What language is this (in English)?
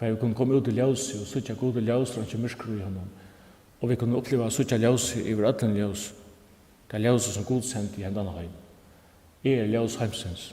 Faroese